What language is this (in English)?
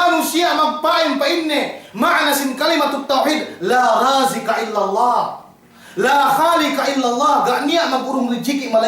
Yakan